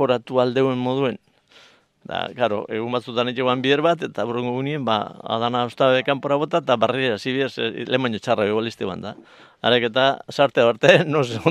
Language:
Basque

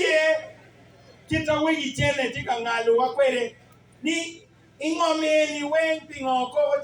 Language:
Acoli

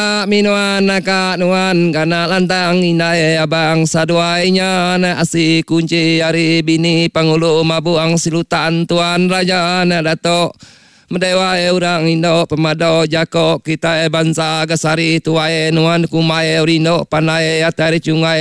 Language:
Iban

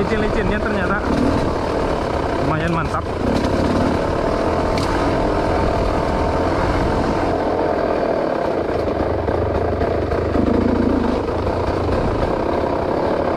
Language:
Indonesian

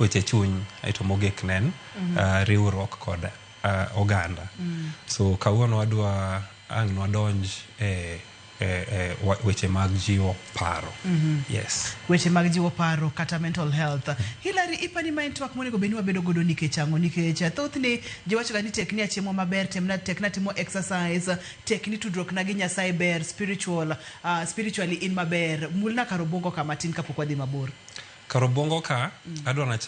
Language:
Luo (Kenya and Tanzania)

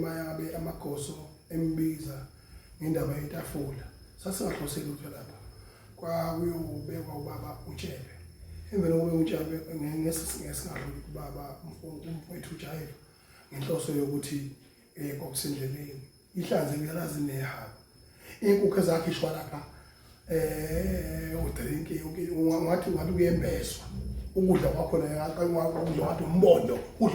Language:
Zulu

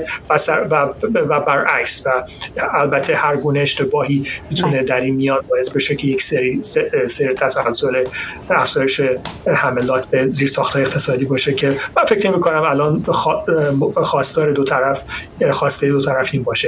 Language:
Persian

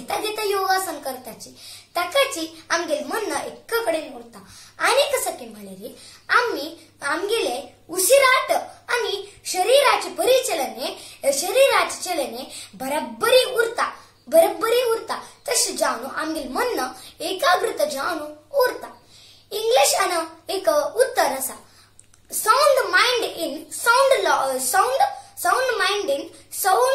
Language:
Konkani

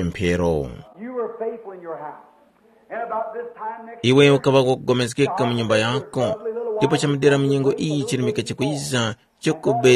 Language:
Tumbuka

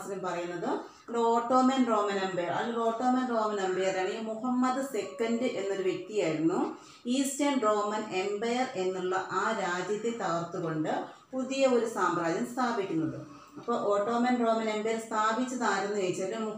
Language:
Malayalam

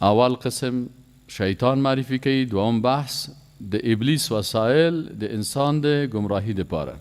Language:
Persian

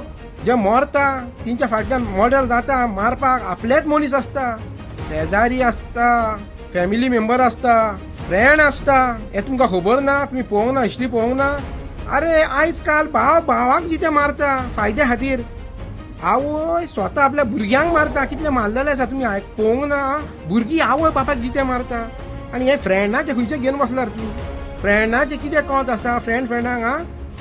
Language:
Konkani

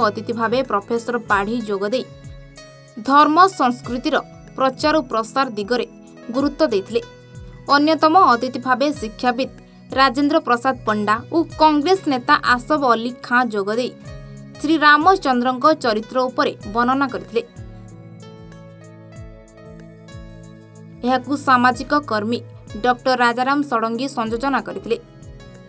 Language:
Odia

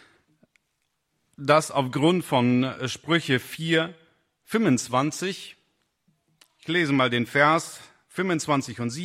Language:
German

